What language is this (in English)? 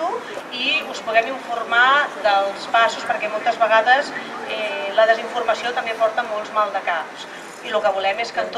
Catalan